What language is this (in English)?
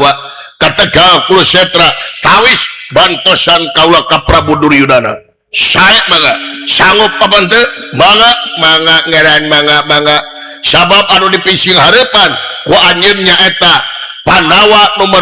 Sundanese